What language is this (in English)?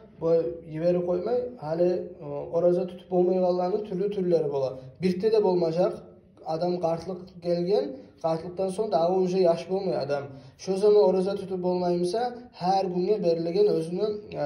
Kumyk